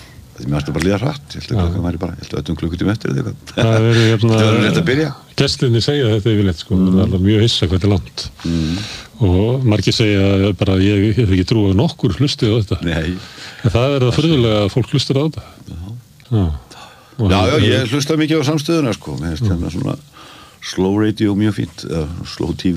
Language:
Icelandic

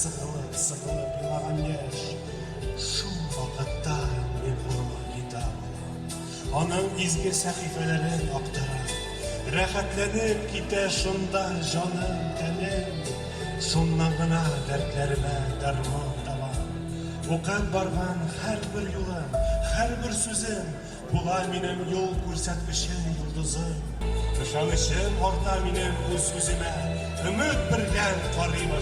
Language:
Tatar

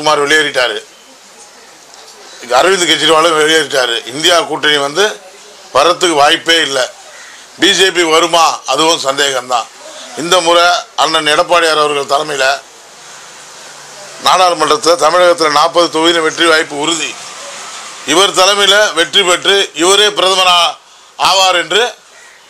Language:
Tamil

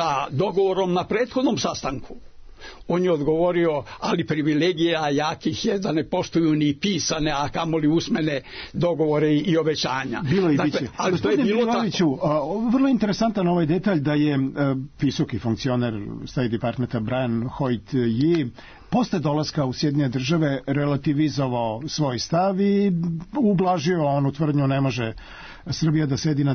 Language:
Serbian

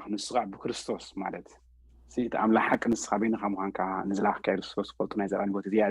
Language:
Tigrinya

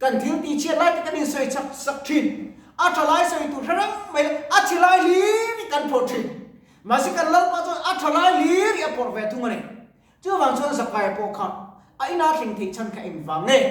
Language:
Mizo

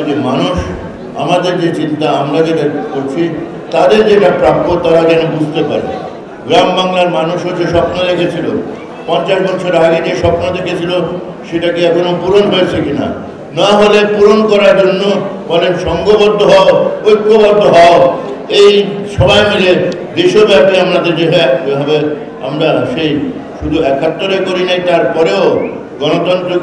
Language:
Bangla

